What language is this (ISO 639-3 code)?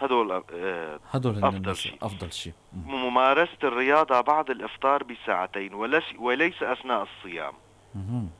apc